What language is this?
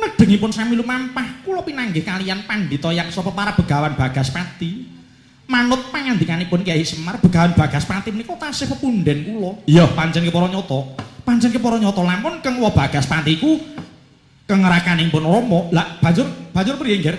Javanese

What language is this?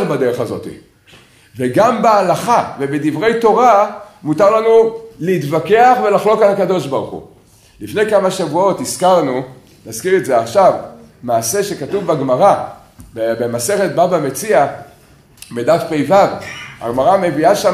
Hebrew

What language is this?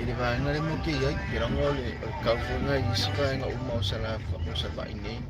Samoan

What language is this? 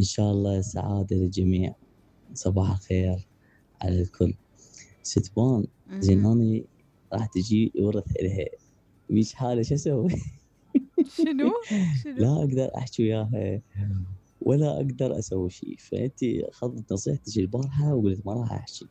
Mesopotamian Arabic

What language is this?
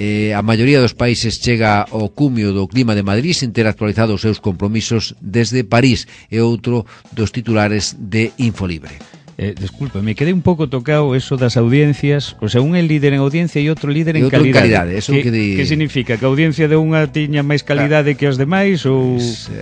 Galician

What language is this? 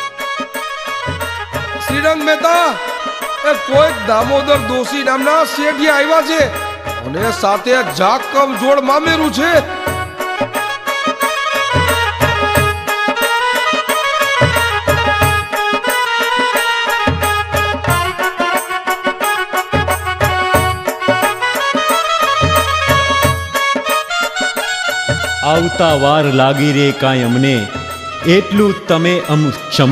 Gujarati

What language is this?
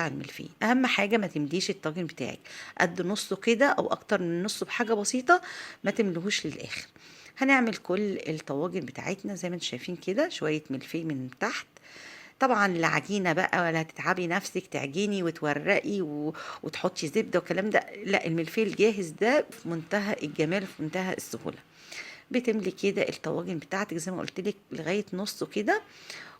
Egyptian Arabic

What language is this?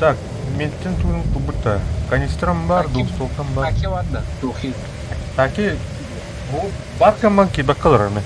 Yakut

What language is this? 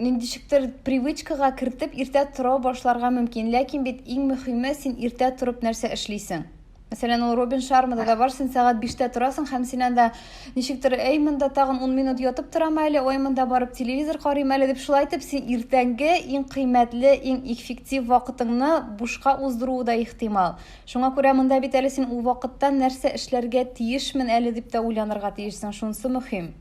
Tatar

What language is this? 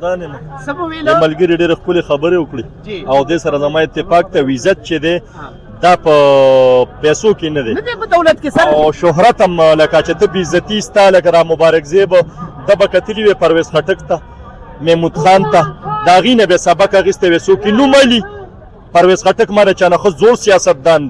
Pashto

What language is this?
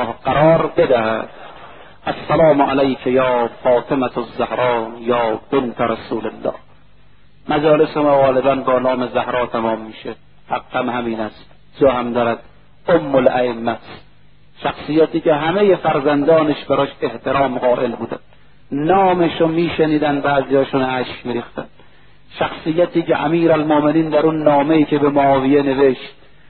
Persian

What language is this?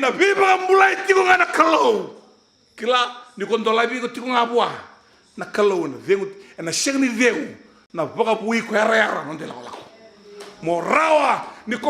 Fijian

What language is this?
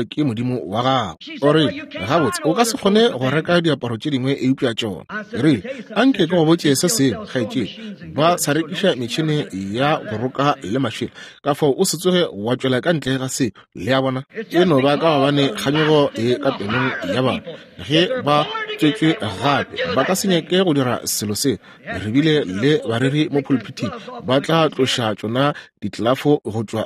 Northern Sotho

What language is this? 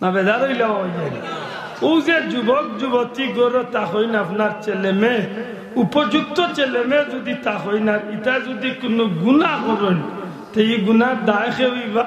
Sylheti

